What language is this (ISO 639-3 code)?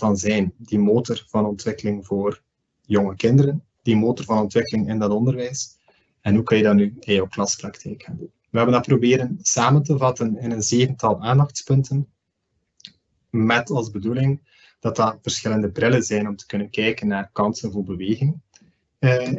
nld